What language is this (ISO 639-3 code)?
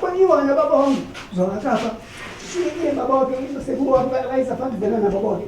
sna